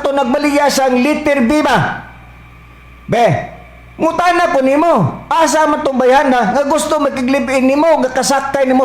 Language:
Cebuano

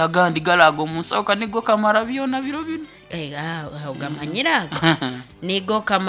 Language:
Nyoro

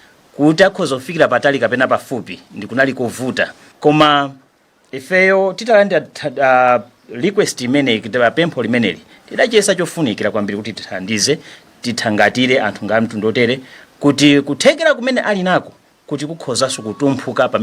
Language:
Nyanja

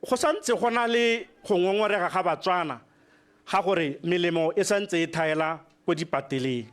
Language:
Tswana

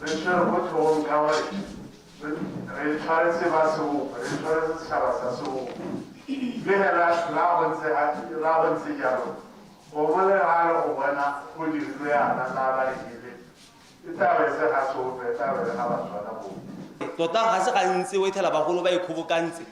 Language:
Tswana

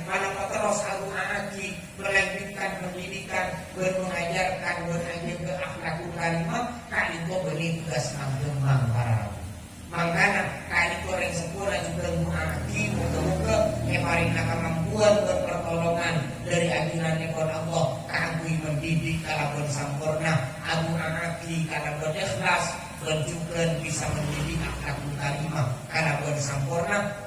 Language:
Madurese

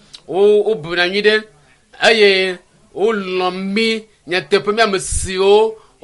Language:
Ewe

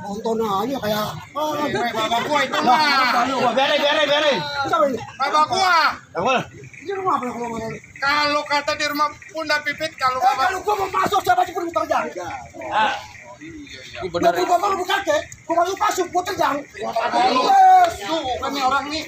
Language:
Betawi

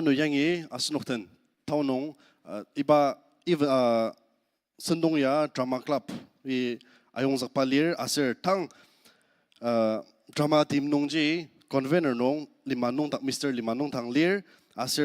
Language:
Ao Naga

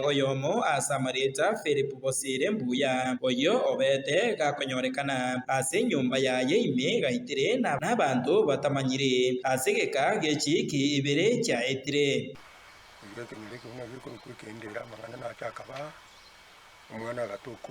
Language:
Gusii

